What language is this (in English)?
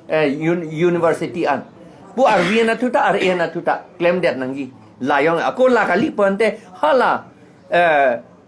Karbi